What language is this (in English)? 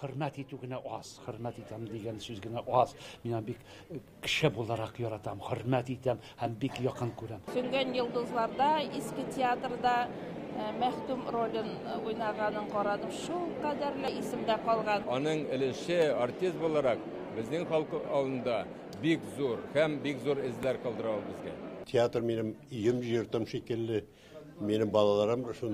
Tatar